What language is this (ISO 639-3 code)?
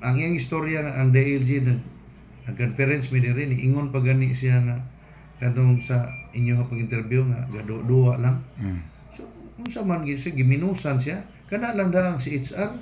ceb